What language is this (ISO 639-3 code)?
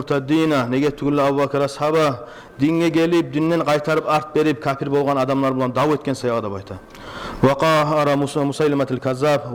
kum